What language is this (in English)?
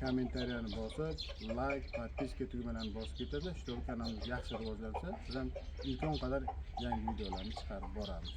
Uzbek